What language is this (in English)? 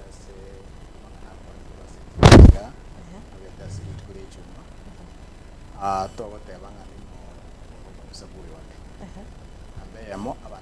Gusii